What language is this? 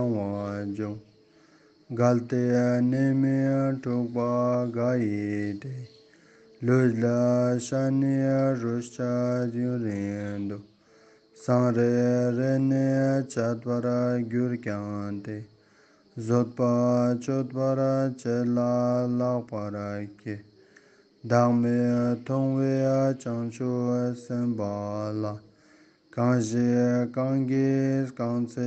Ladakhi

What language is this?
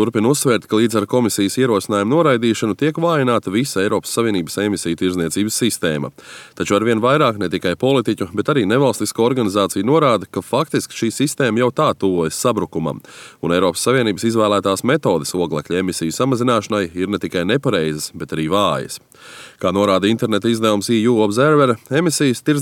Latvian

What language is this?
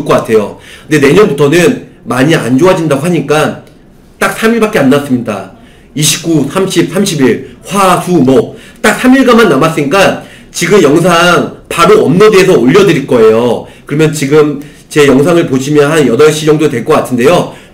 Korean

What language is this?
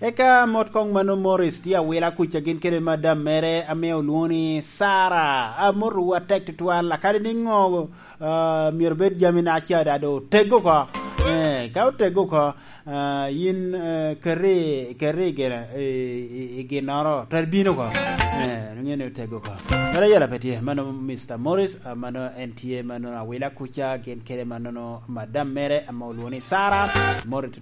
Lango (Uganda)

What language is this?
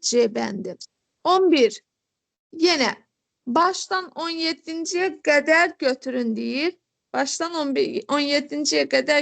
Azerbaijani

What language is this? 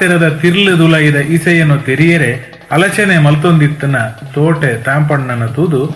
Tulu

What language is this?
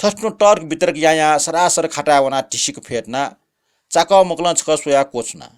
Newari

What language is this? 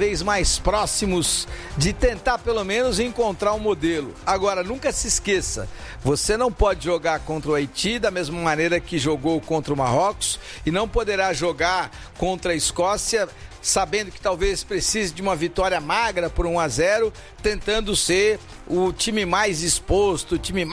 Portuguese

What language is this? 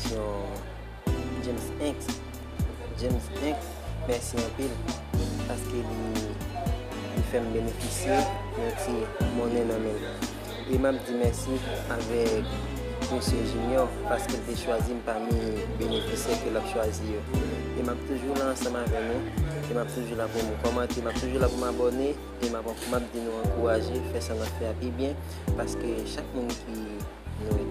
Haitian Creole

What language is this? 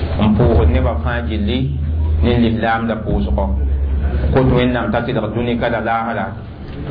Mossi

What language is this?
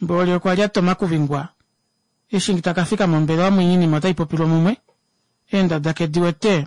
Kuanyama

